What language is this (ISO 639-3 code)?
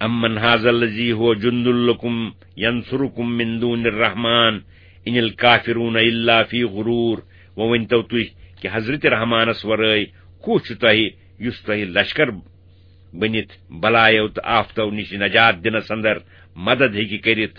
kas